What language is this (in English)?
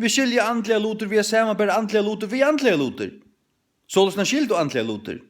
Faroese